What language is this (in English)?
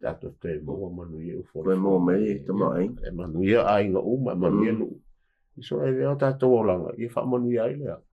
Samoan